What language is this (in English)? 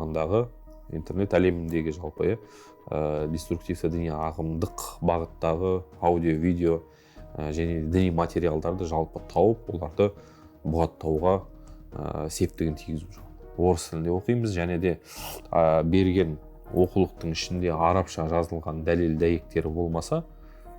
Kazakh